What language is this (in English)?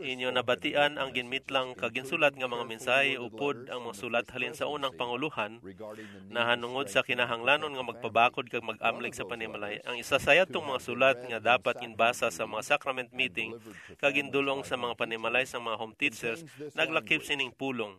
Hiligaynon